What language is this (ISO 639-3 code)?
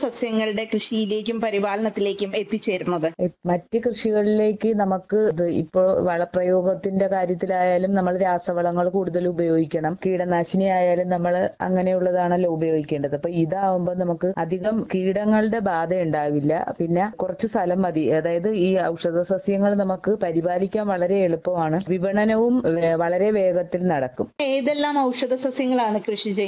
mal